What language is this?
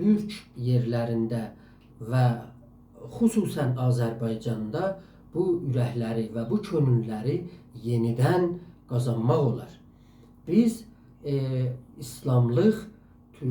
South Azerbaijani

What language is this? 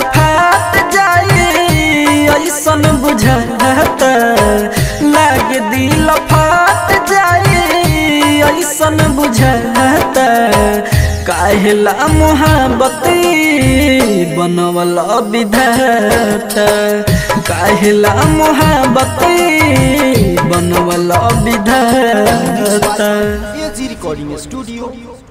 Bhojpuri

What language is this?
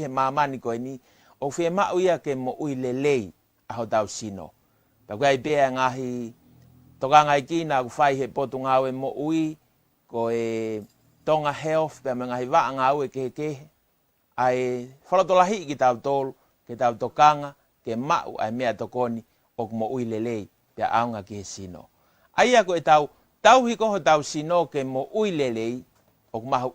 Tongan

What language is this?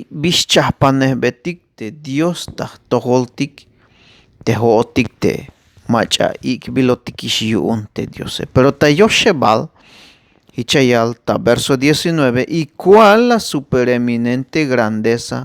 Tzeltal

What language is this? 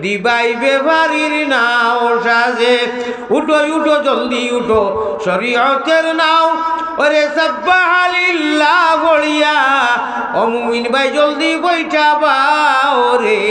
Sylheti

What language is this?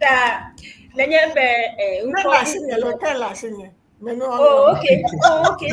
Ewe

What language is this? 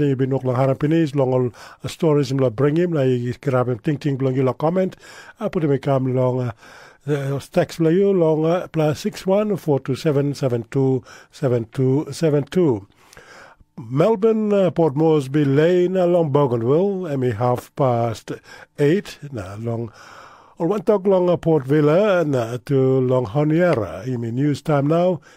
Tok Pisin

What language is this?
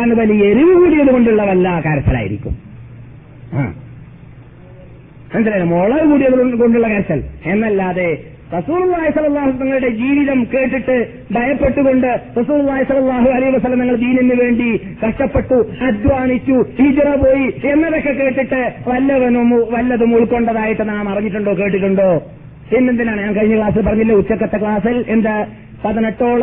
Malayalam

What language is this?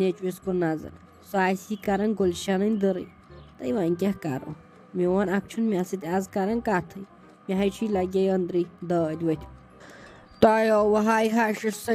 Kashmiri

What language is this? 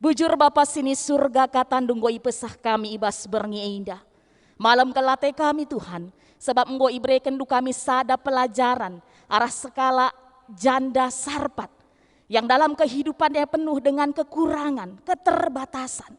Batak Karo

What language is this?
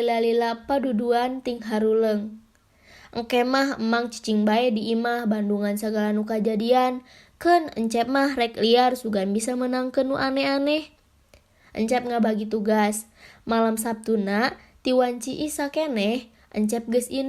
Sundanese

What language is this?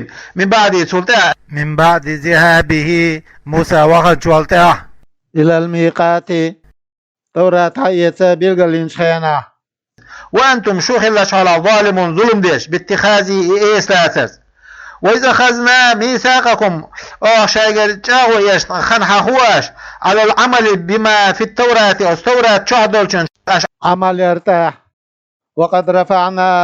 Chechen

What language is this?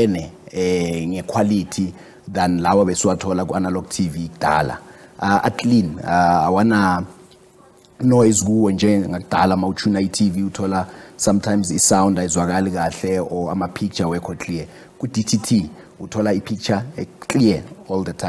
Zulu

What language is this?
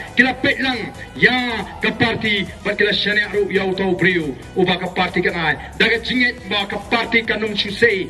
Khasi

